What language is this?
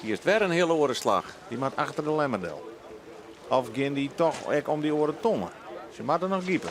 Western Frisian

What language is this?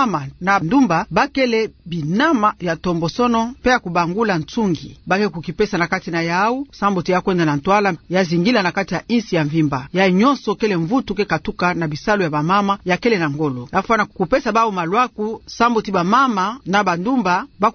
Kituba (Democratic Republic of Congo)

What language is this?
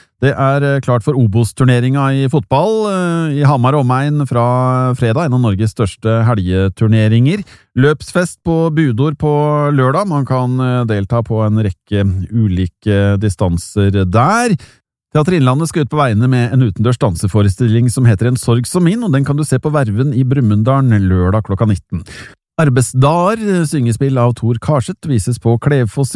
Norwegian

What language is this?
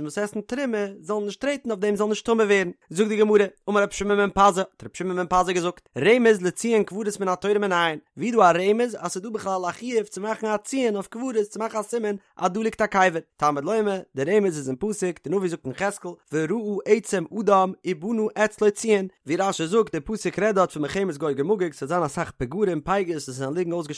Yiddish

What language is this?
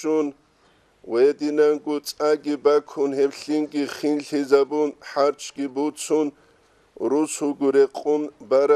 Avaric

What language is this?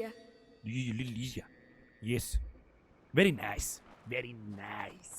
Bavarian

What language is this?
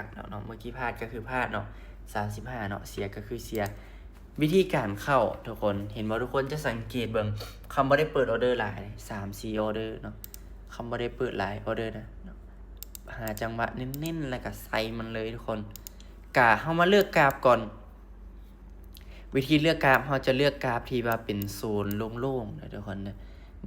Lao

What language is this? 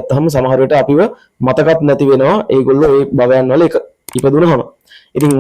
Sinhala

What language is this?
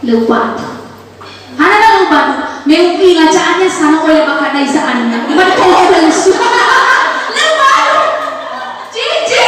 Nias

